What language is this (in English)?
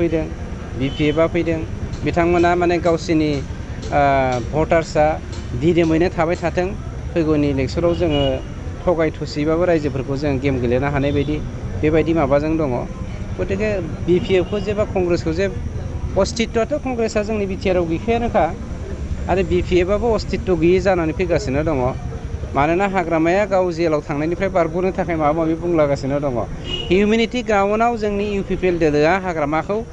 Bodo